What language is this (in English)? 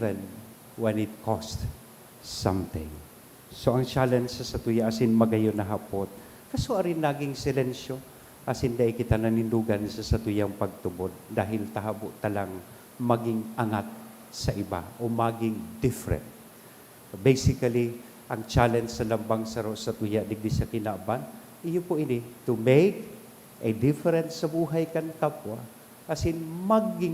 Bikol